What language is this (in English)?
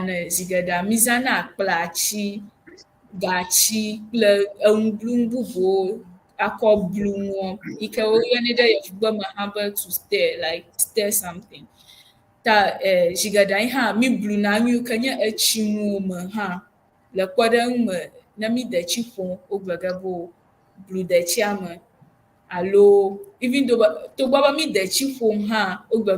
Ewe